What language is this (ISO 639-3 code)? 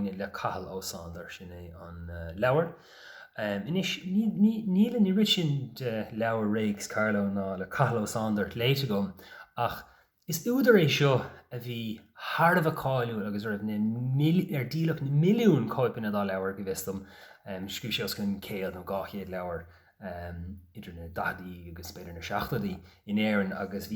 gle